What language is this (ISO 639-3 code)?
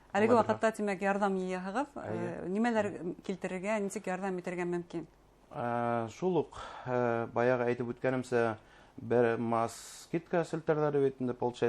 bak